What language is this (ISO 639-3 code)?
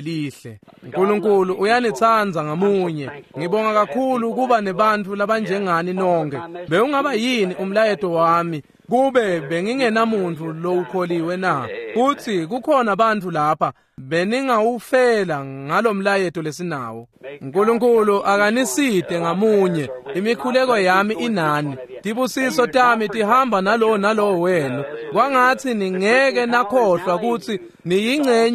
ssw